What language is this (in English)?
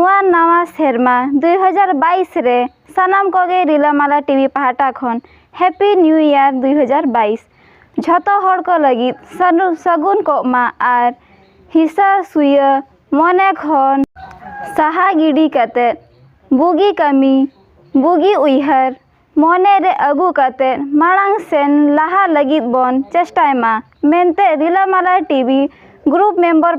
Santali